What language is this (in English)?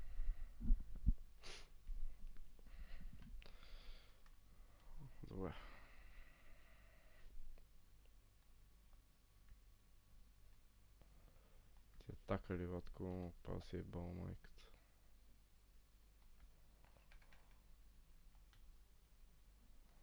Bulgarian